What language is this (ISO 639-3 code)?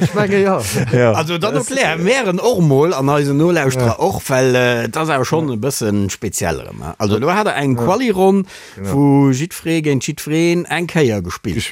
ltz